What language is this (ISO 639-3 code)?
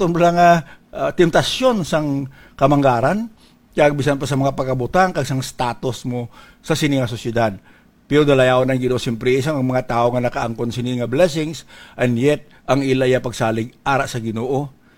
hil